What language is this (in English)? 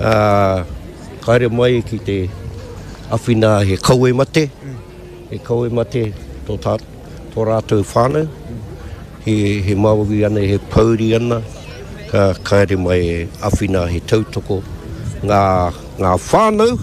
Māori